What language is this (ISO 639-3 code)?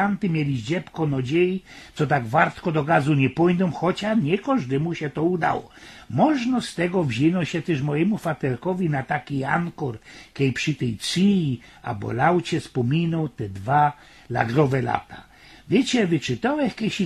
szl